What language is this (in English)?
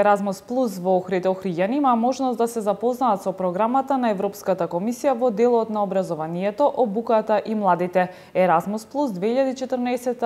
Macedonian